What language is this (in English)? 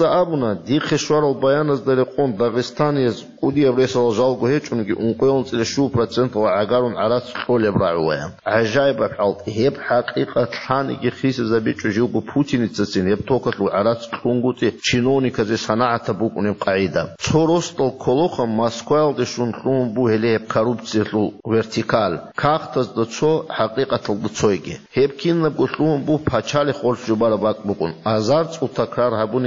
Avaric